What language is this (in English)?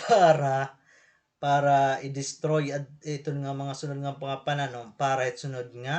Waray